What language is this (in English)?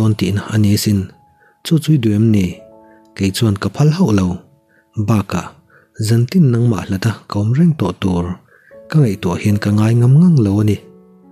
Mizo